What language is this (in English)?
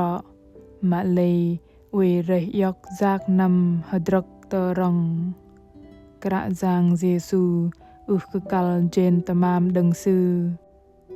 Bahnar